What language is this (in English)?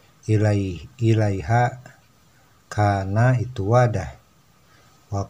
Sundanese